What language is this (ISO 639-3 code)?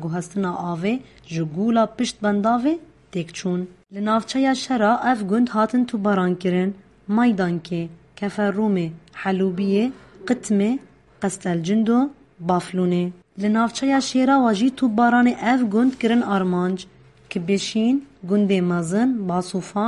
kur